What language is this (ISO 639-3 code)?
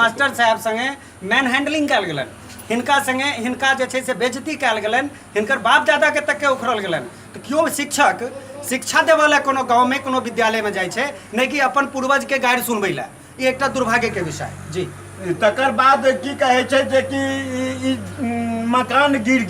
mai